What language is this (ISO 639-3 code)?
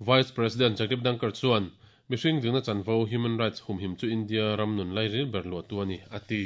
lus